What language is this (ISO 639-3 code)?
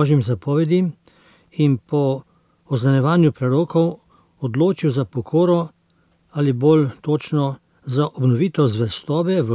slv